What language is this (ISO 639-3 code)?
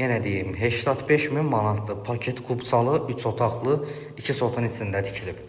aze